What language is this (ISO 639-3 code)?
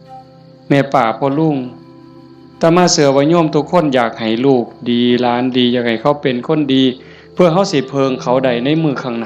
tts